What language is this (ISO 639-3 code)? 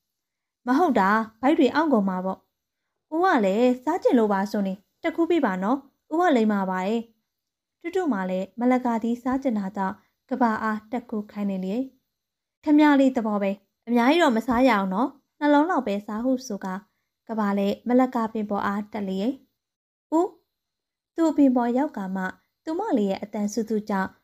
mya